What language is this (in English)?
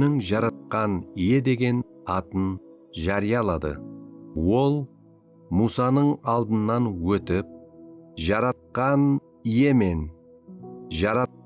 Kara-Kalpak